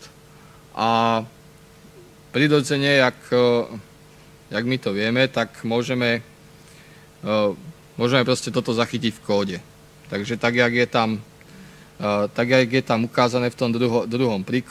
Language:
Slovak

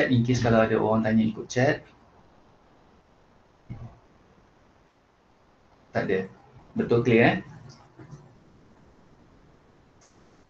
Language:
Malay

